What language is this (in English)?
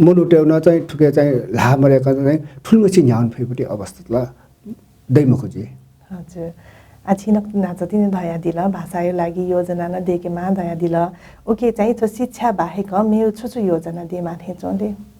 Newari